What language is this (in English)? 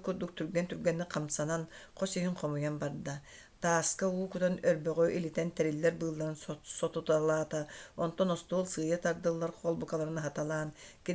Yakut